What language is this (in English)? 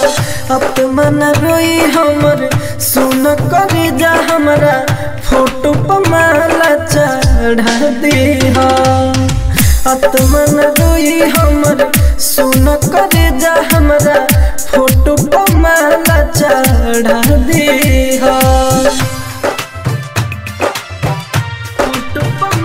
Bhojpuri